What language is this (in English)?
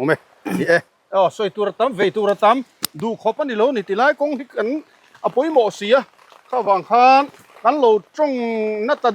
Mizo